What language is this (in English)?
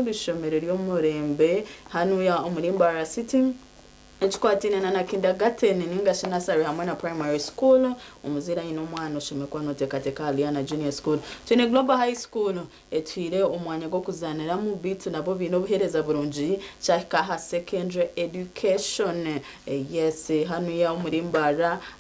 Nyankole